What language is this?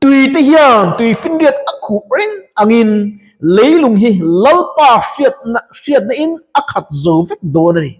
Mizo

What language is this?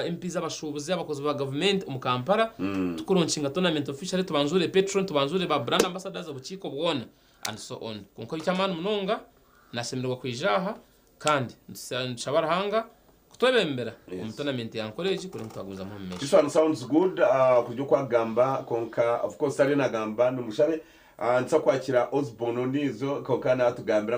Nyankole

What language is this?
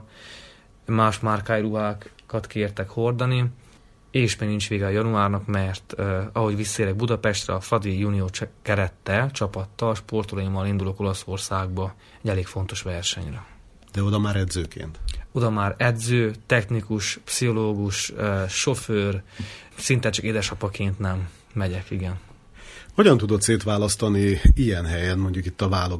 Hungarian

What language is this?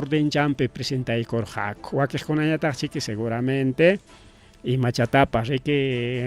Ayacucho Quechua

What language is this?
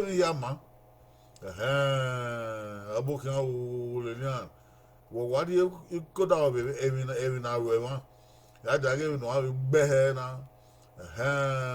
Bini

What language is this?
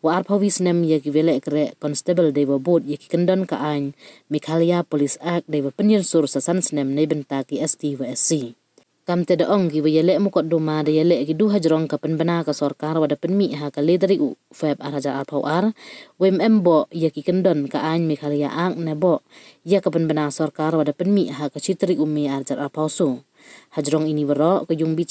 Pnar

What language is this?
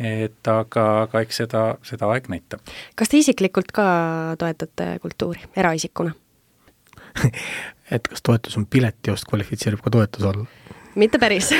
Estonian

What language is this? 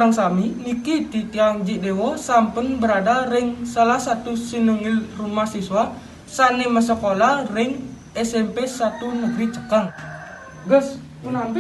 Balinese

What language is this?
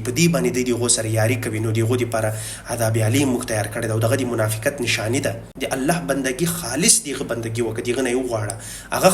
Pashto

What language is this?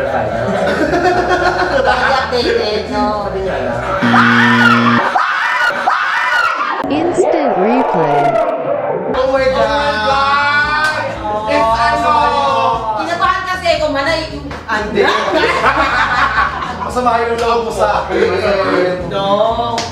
Filipino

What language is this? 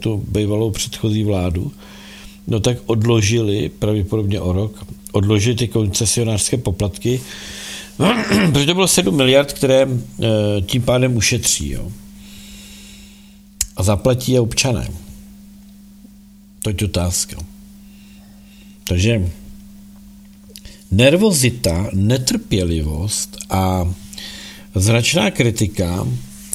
Czech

